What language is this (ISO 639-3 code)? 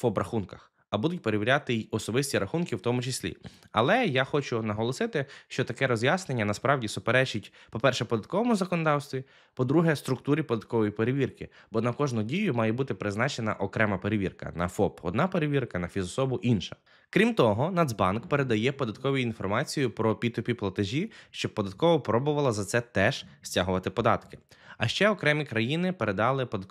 ukr